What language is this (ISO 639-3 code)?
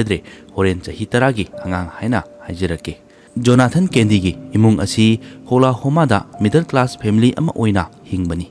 mni